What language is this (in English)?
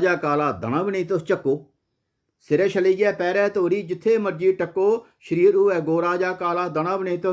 Dogri